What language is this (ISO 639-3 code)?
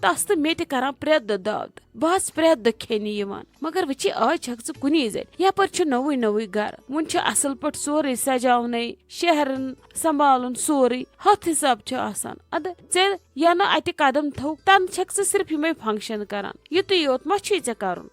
kas